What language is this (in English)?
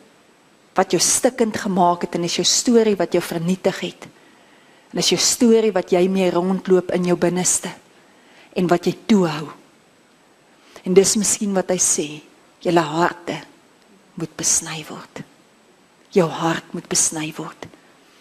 Afrikaans